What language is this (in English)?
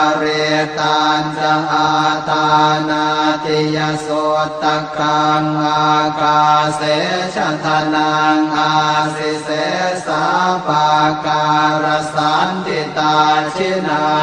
Pali